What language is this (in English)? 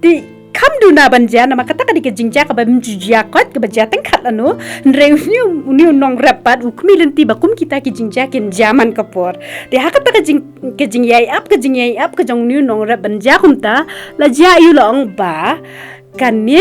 Khasi